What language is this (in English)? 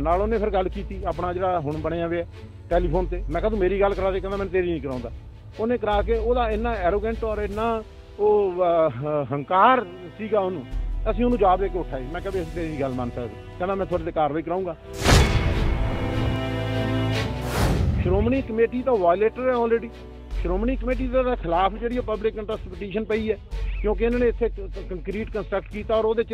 Punjabi